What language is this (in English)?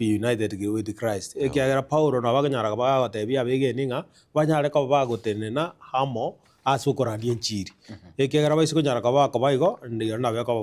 Gusii